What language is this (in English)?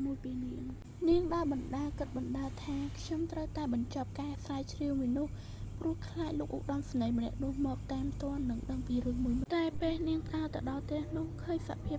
Khmer